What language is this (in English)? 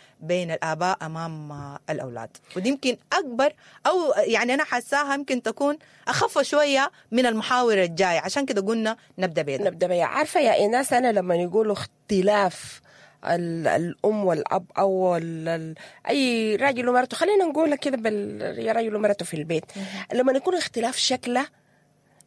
Sudanese Arabic